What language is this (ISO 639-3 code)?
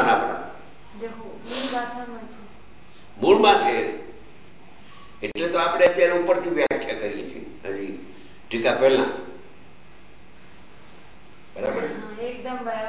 guj